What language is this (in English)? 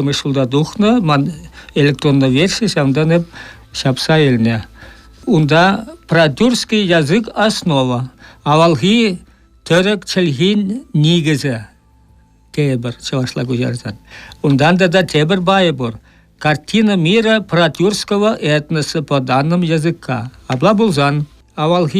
Chuvash